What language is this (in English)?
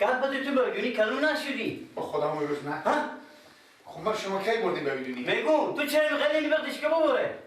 Persian